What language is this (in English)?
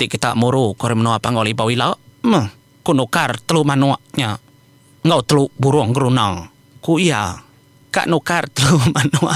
Iban